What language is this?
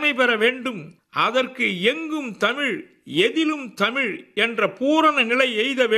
Tamil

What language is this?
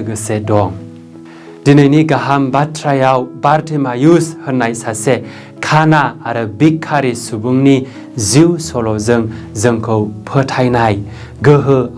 Bodo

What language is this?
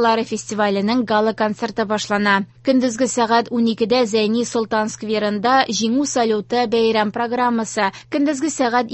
Tatar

